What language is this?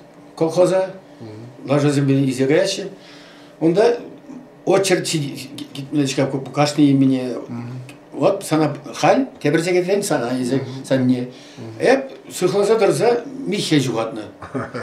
Chuvash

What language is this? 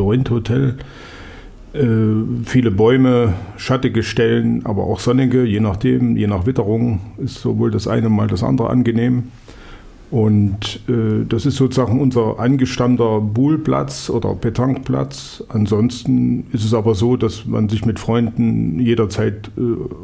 German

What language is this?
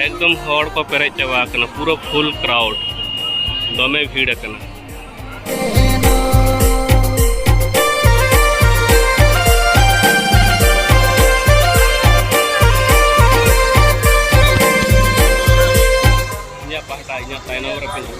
Santali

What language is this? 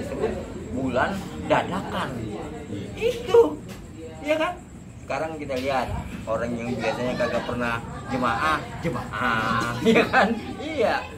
Betawi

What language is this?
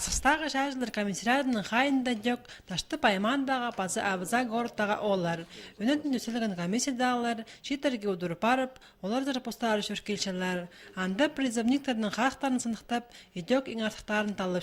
Khakas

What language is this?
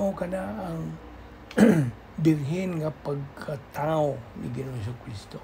Cebuano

